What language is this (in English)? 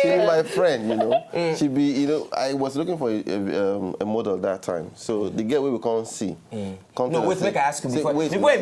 Nigerian Pidgin